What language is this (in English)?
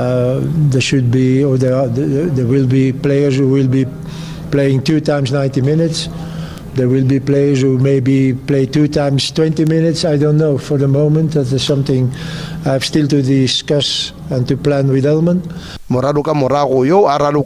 Southern Sotho